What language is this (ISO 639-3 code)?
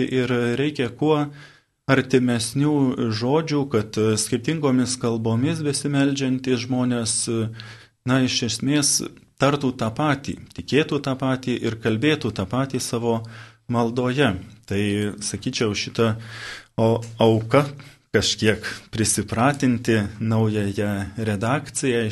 lit